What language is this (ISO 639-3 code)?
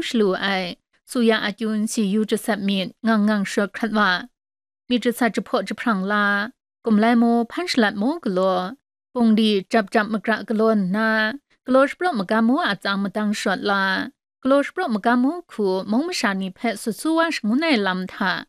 kac